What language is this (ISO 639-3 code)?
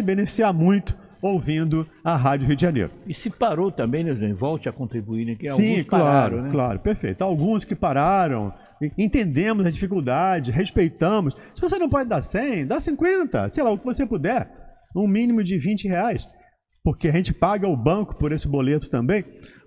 por